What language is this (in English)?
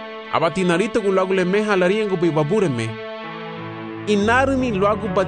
Garifuna